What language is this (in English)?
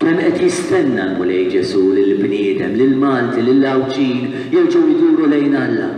Maltese